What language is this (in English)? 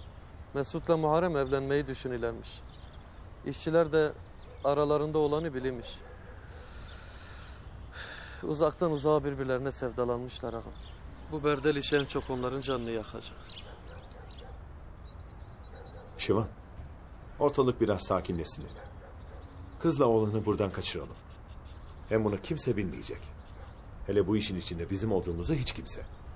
Turkish